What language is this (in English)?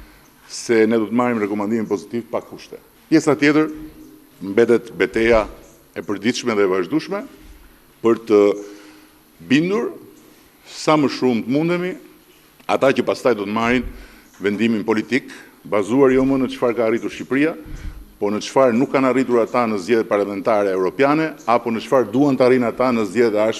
Albanian